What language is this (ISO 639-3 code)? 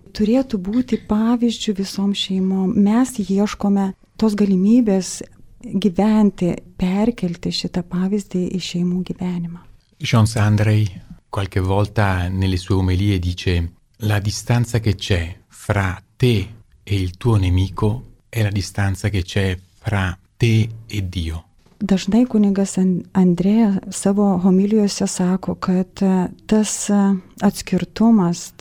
lit